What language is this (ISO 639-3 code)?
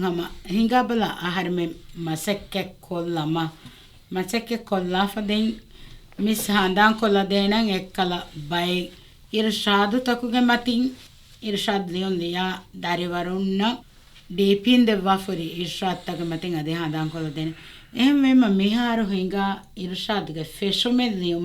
div